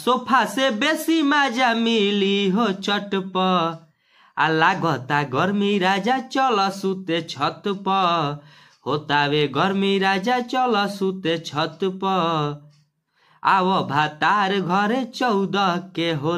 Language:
Bhojpuri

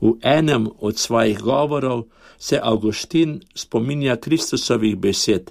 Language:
Slovenian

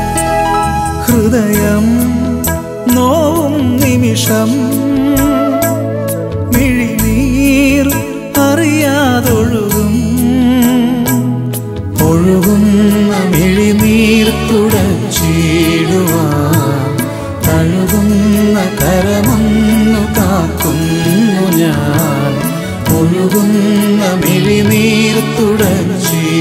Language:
Malayalam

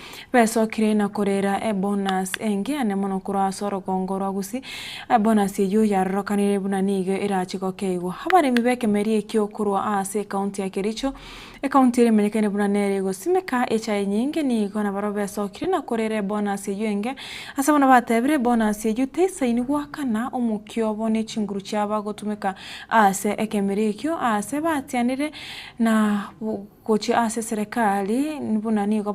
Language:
Gusii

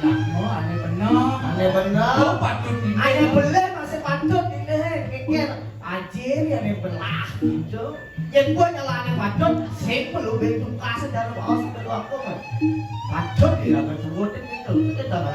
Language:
Balinese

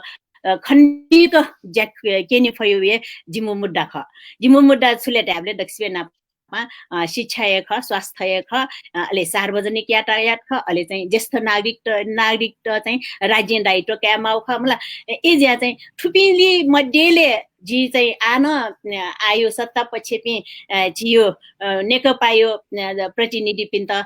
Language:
Newari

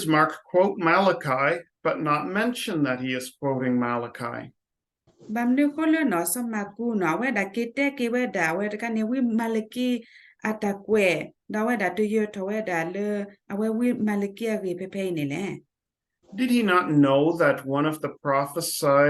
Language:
S'gaw Karen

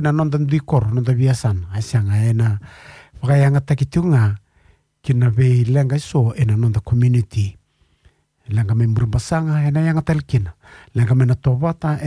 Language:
Fijian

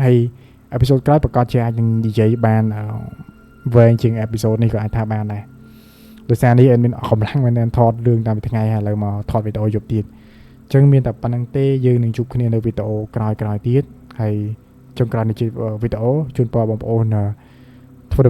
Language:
Khmer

